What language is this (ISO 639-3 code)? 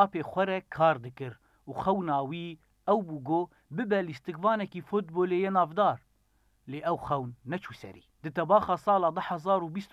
kur